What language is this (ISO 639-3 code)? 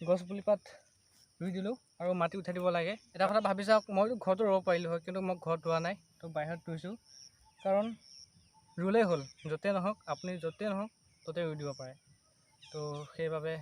asm